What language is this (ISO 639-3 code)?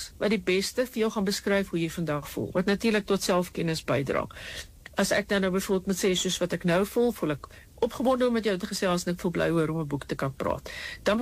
afr